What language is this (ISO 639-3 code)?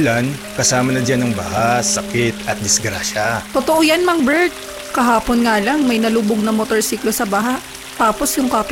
fil